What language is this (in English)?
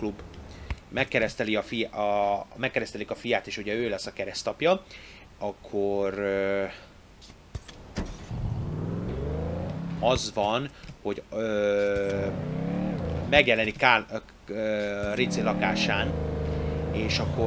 Hungarian